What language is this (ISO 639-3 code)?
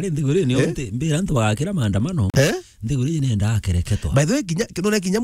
mer